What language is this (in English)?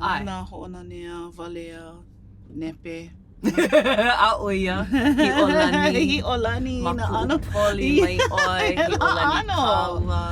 Hawaiian